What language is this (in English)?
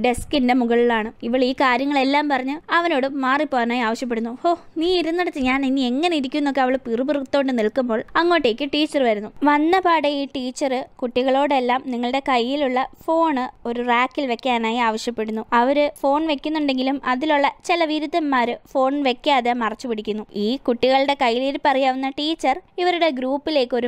Malayalam